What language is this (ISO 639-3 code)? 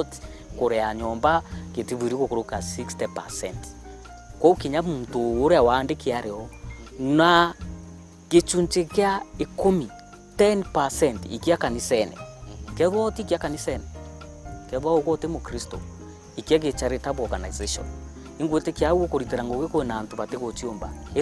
mer